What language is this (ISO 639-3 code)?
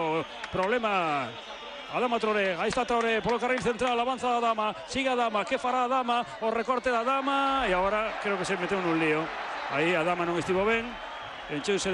glg